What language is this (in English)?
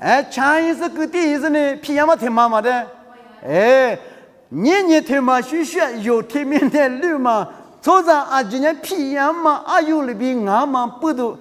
Lisu